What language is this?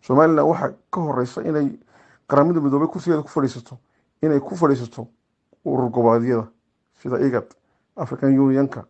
Somali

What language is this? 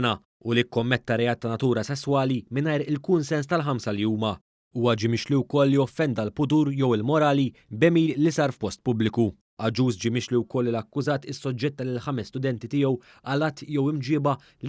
Maltese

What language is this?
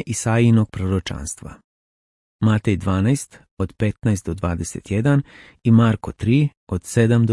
Serbian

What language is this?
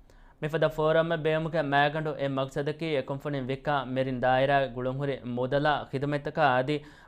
Divehi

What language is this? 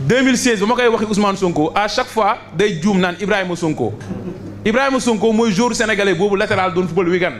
Wolof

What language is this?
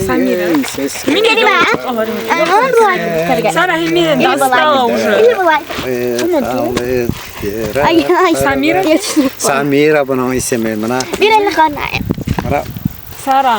Bashkir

